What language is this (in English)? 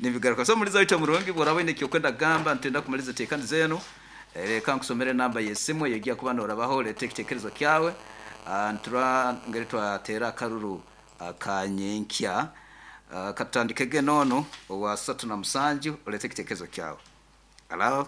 Nyankole